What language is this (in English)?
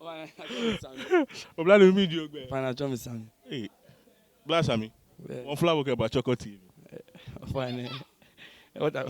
Ga